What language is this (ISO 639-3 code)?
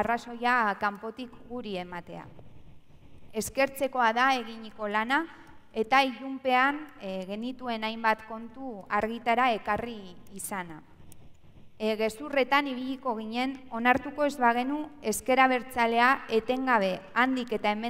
eus